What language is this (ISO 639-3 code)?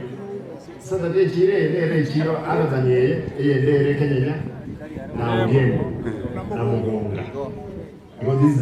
guz